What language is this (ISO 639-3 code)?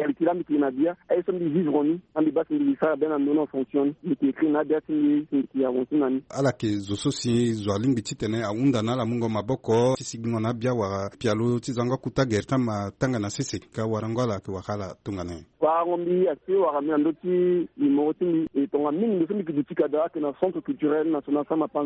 sag